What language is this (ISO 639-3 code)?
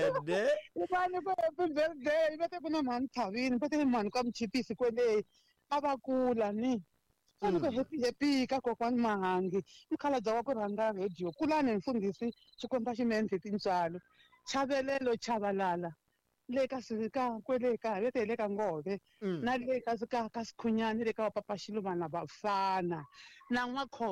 tso